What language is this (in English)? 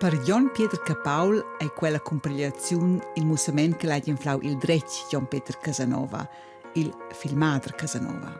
Romansh